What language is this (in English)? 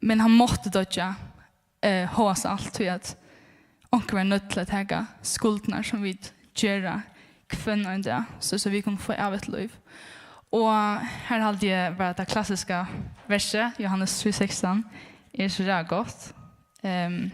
Faroese